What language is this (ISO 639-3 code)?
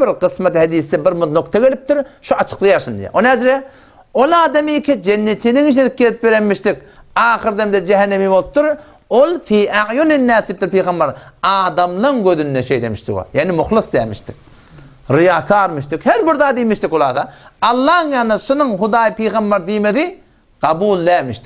tuk